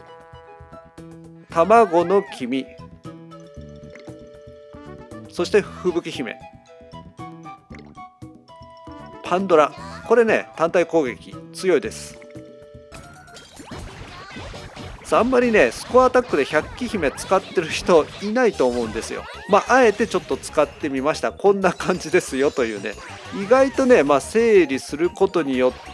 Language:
Japanese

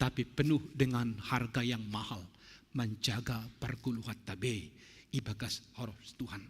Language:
Batak Simalungun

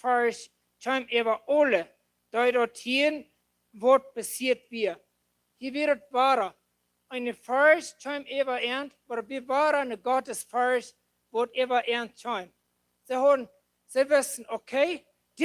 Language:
Plautdietsch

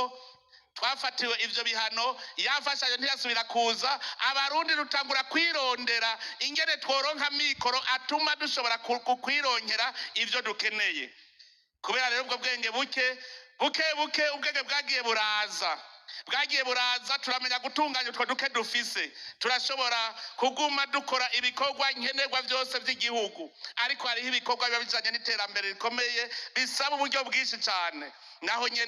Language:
Rundi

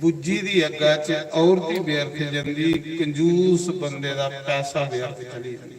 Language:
Dogri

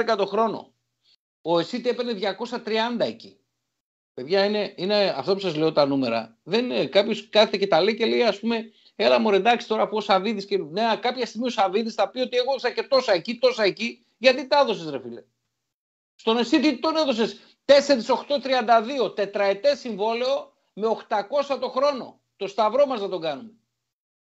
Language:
Greek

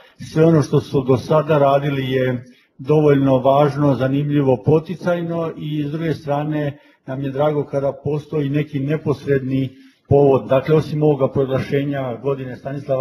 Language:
Croatian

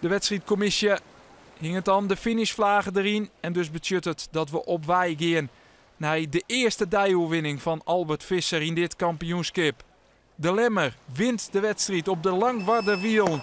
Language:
Western Frisian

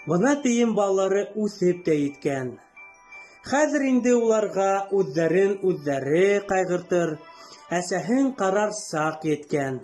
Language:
Bashkir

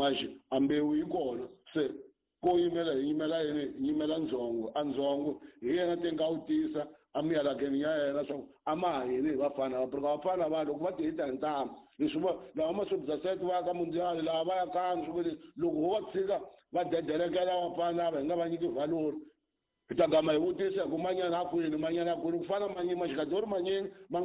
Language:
Tsonga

